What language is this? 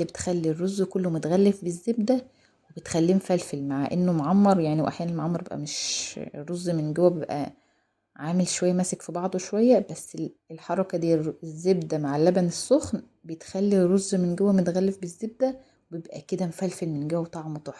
Egyptian Arabic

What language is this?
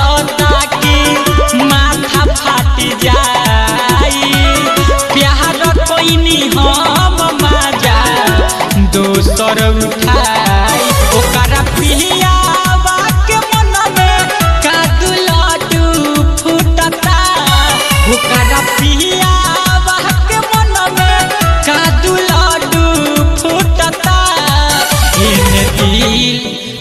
Bhojpuri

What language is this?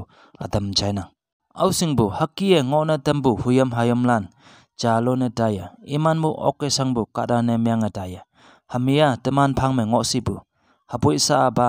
Konyak Naga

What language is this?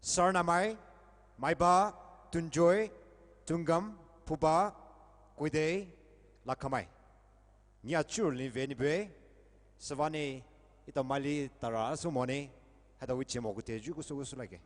Poumei Naga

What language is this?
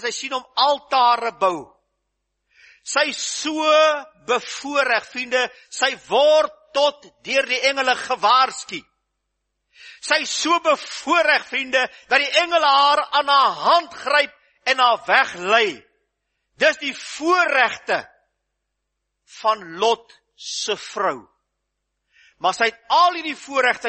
Afrikaans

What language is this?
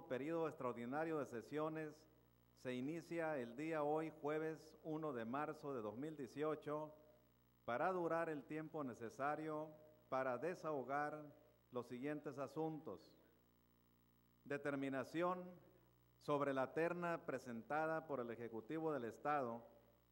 Spanish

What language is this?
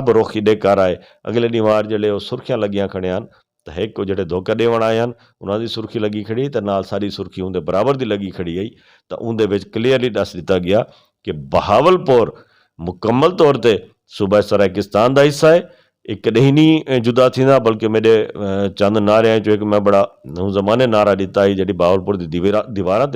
Saraiki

